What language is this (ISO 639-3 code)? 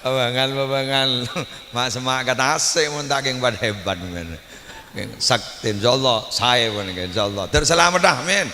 mad